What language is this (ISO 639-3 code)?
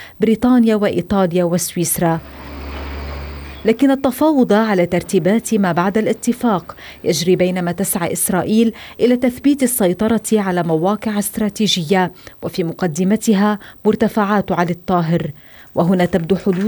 ara